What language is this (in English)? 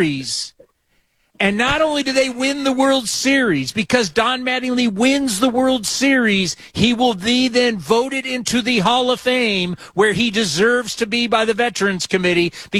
English